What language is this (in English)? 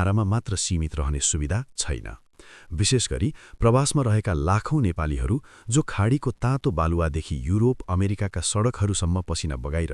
Nepali